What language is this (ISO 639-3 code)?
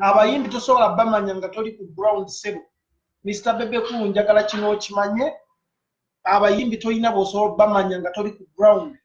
lug